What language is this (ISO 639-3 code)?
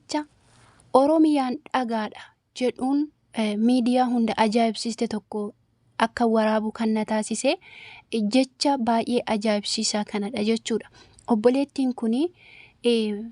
orm